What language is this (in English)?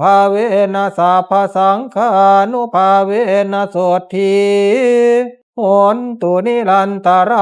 Pali